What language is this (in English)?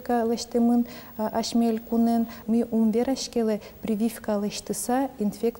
Udmurt